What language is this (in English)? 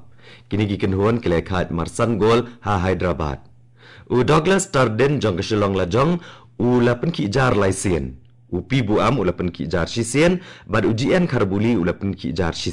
Khasi